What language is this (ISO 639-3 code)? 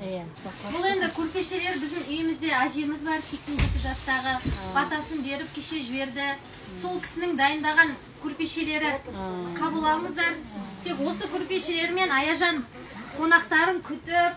kaz